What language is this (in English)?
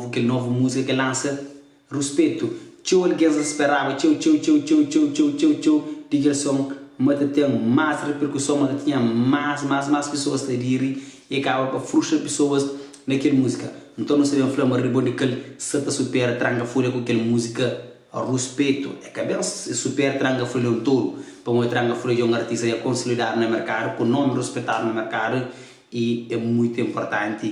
Kabuverdianu